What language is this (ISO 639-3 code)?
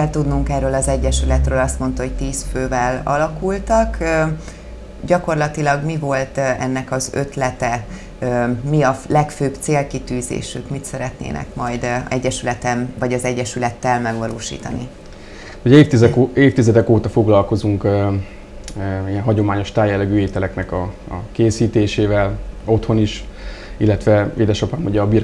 hun